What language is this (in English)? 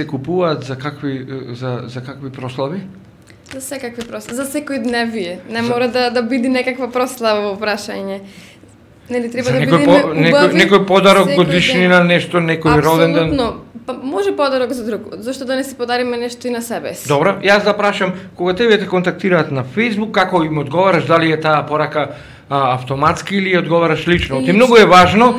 Macedonian